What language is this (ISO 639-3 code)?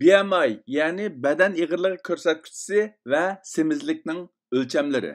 uig